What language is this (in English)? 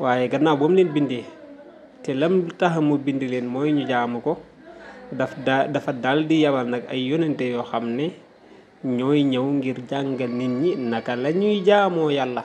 Wolof